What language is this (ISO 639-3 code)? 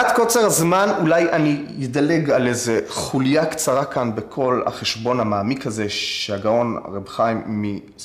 heb